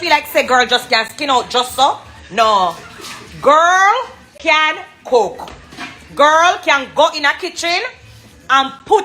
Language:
Jamaican Creole English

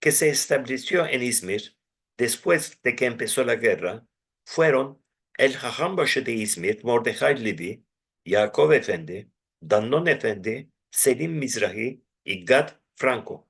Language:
Ladino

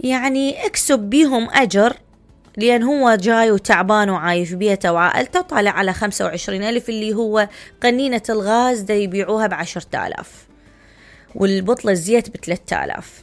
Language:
Mesopotamian Arabic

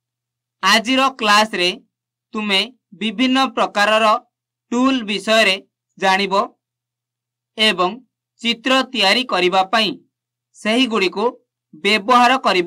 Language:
Odia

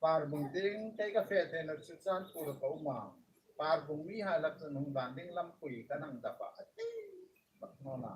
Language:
Hmar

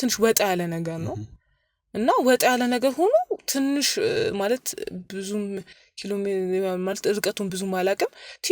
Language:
Amharic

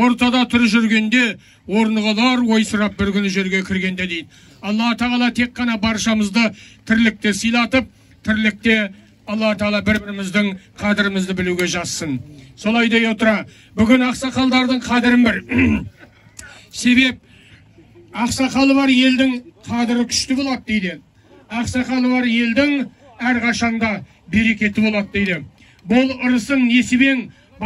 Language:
Kazakh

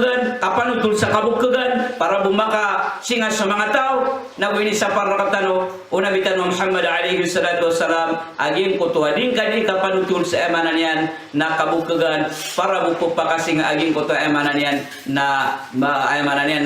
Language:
Maranao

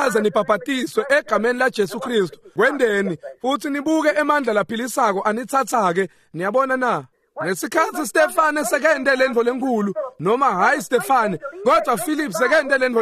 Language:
Swati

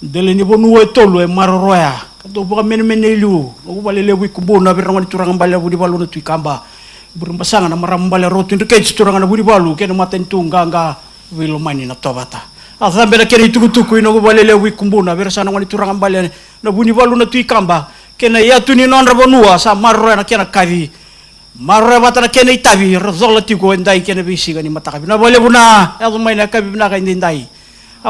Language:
Fijian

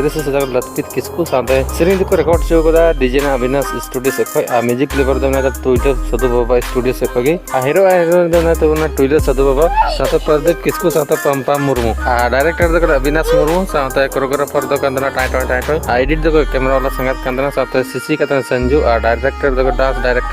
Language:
Santali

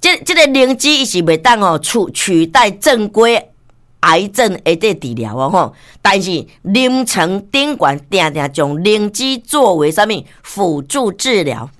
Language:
Min Nan Chinese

